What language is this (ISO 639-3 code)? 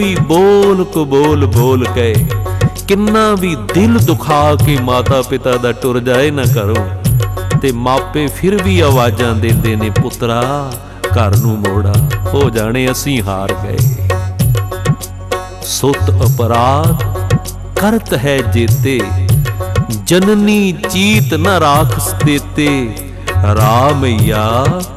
pan